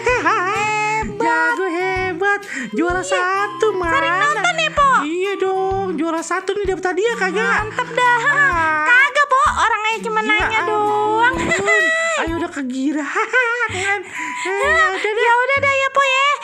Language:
Betawi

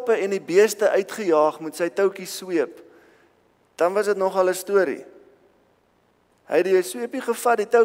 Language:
Afrikaans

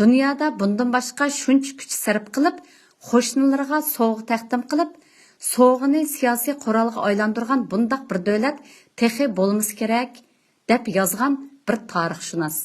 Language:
Uyghur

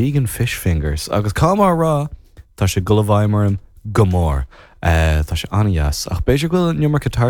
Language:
Irish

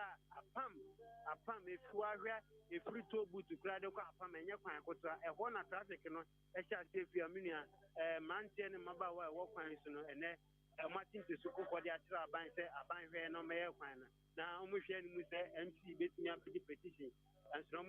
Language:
Akan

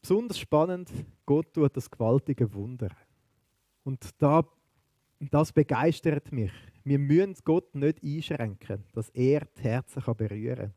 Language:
Swiss German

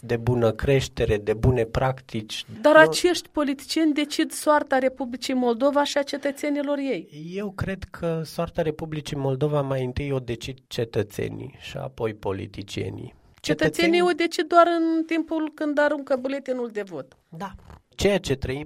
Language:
Romanian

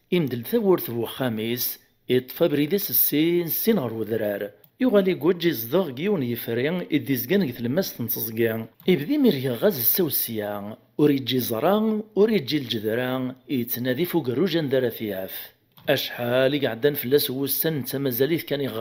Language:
Kabyle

